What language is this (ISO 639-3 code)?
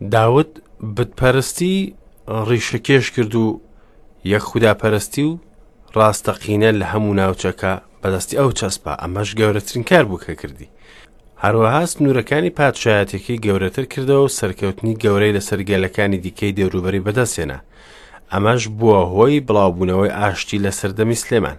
ckb